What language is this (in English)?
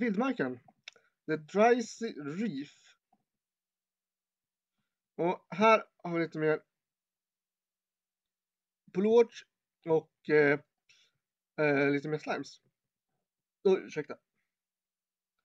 Swedish